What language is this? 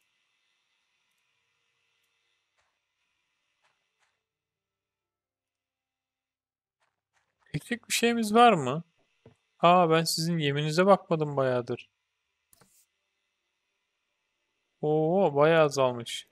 Turkish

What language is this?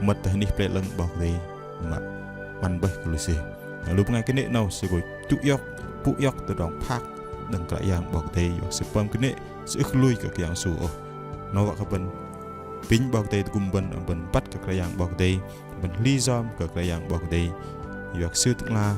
Bahnar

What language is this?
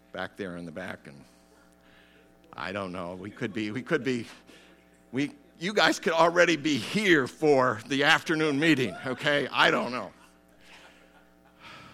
English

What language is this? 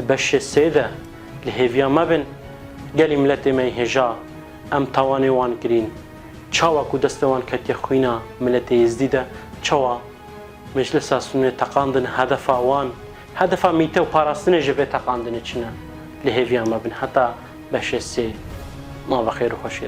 Kurdish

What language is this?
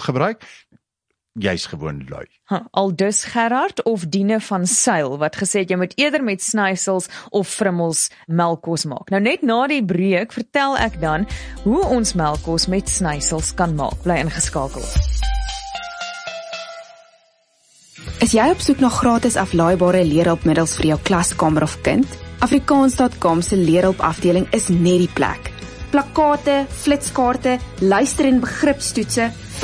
Afrikaans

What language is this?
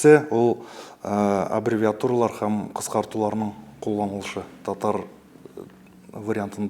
Tatar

